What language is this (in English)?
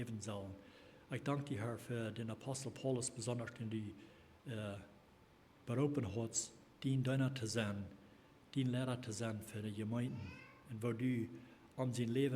Plautdietsch